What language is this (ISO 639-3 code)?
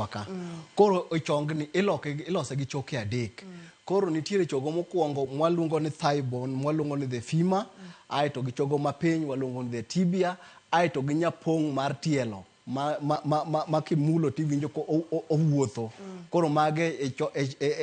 luo